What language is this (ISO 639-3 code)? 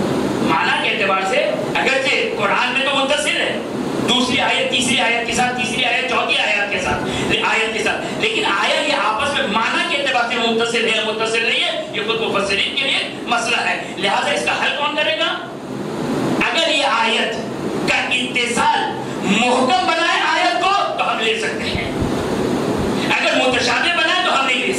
urd